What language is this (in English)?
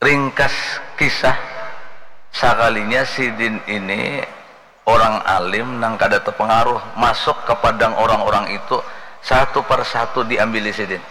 Banjar